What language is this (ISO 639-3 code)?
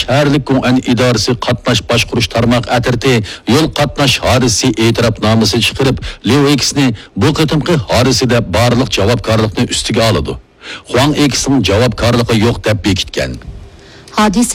uig